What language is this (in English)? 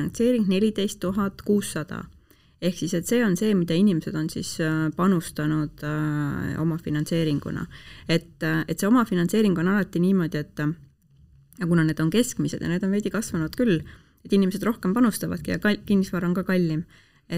Estonian